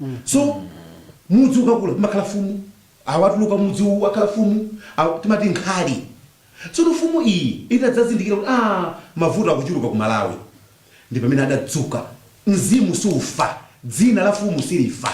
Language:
Nyanja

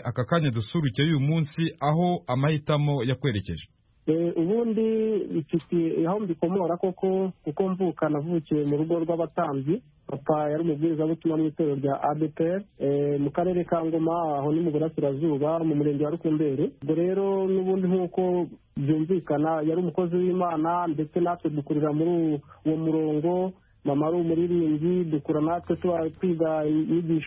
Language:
Kinyarwanda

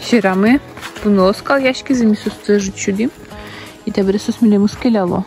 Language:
Udmurt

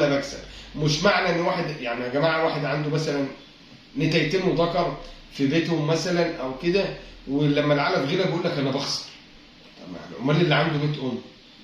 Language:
Egyptian Arabic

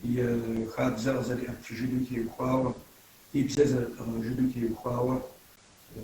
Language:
Kabardian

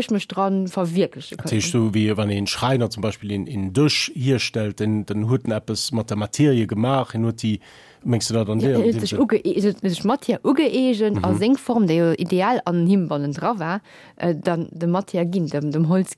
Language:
Luxembourgish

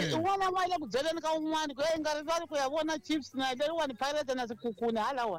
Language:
Tsonga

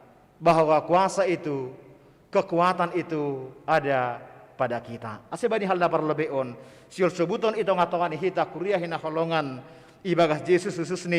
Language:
Batak Simalungun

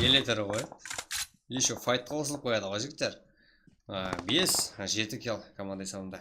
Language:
Kara-Kalpak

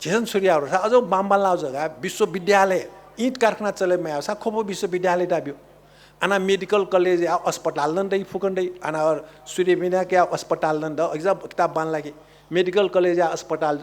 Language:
Newari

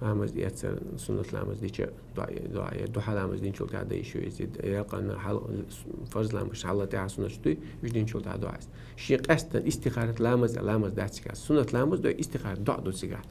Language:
Chechen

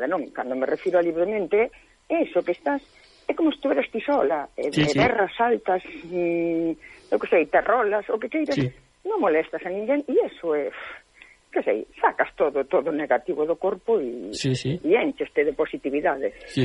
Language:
Galician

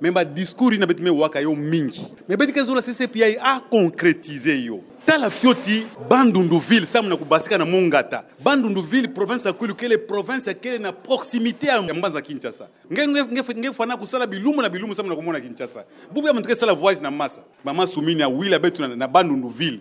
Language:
Kituba (Democratic Republic of Congo)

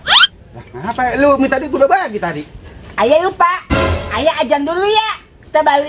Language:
Betawi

